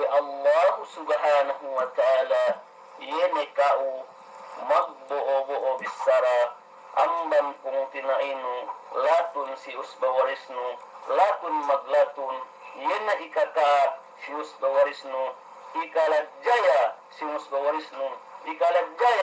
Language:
Yakan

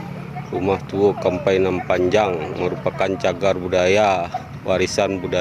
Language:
Minangkabau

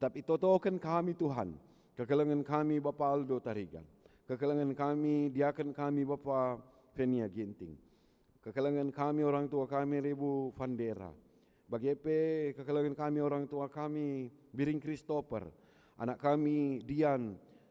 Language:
Batak Karo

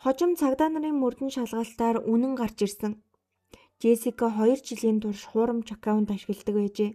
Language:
Mongolian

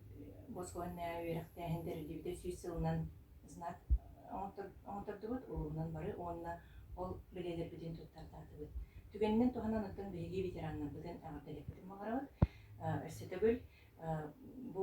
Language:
Yakut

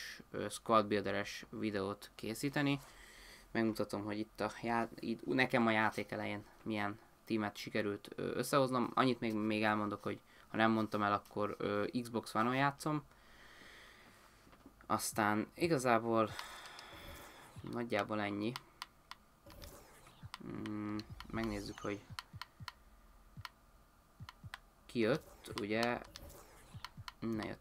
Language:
Hungarian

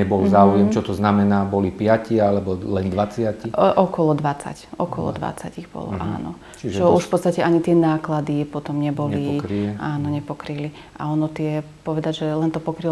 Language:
Slovak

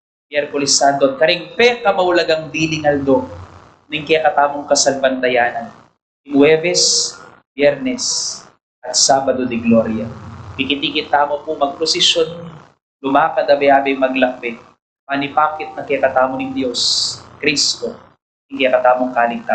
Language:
Pampanga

